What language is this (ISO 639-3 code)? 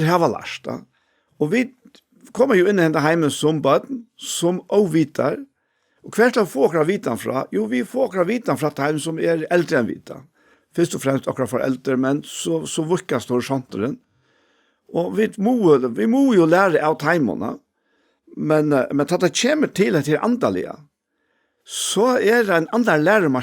fao